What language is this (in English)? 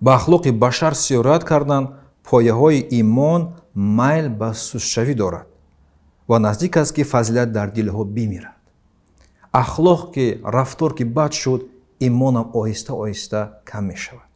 Tajik